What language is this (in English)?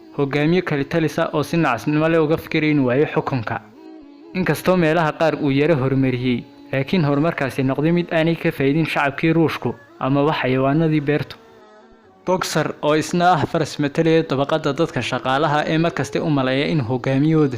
Somali